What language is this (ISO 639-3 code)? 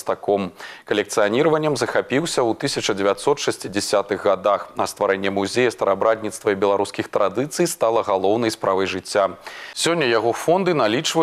bel